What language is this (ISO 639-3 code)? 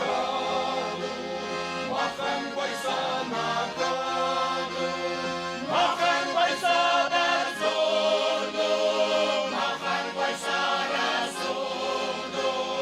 oss